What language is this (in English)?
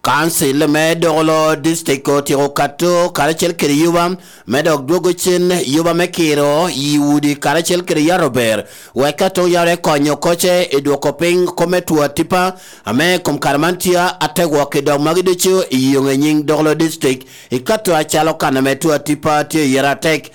Lango (Uganda)